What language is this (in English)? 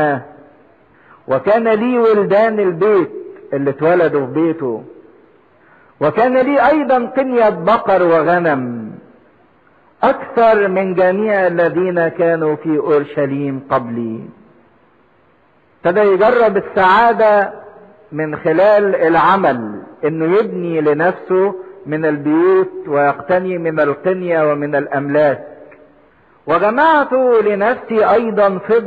Egyptian Arabic